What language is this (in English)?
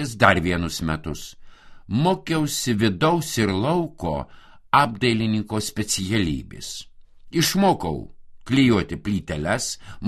Lithuanian